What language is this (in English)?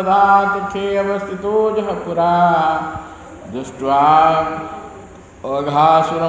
Odia